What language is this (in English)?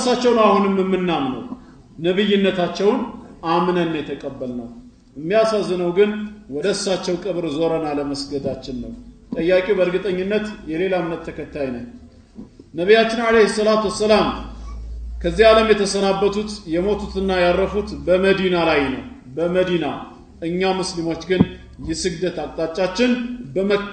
Amharic